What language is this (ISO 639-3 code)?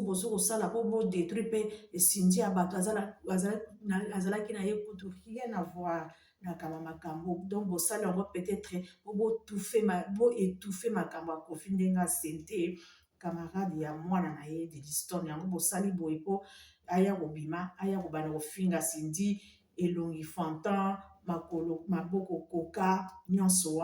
lin